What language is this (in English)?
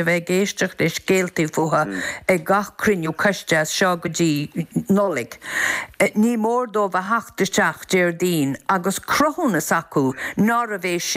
Irish